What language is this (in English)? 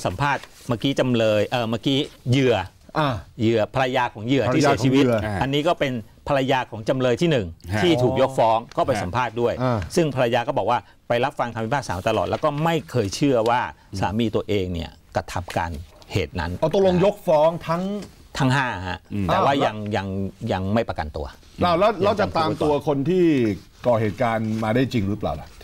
Thai